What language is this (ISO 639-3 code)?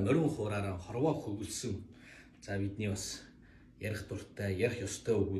mon